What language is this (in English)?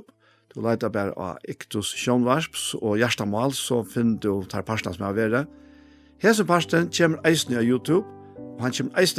Faroese